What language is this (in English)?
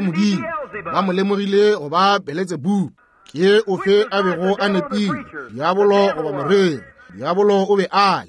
Northern Sotho